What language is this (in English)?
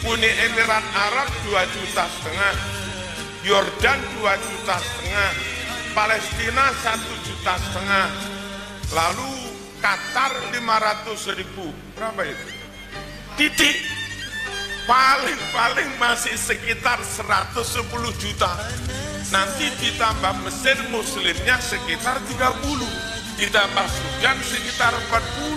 Indonesian